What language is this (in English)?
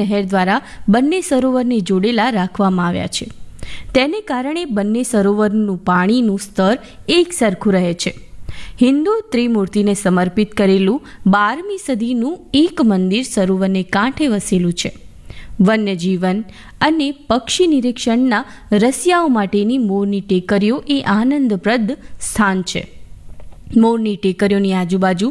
Gujarati